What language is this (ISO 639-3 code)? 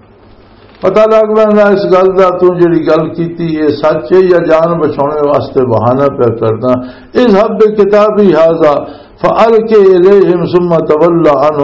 lah